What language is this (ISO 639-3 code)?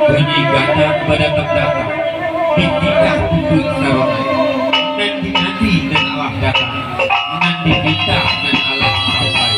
min